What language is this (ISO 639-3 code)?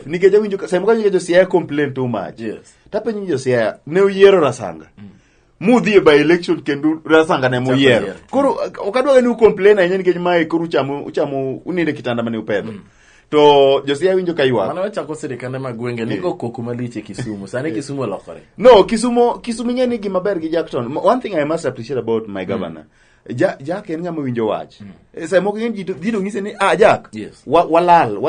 luo